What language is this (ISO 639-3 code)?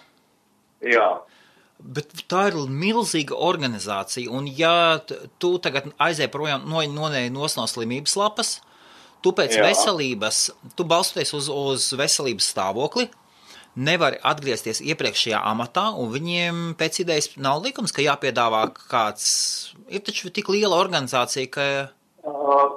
lav